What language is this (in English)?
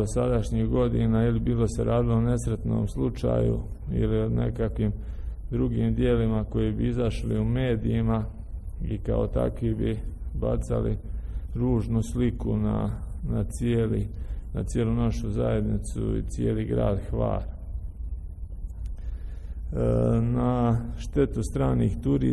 Croatian